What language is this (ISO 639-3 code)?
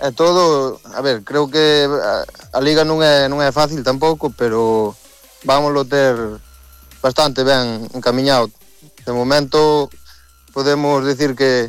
glg